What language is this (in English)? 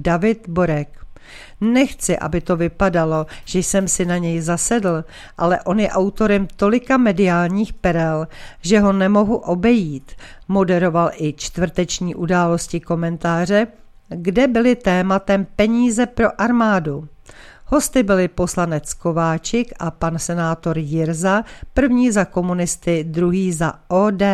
Czech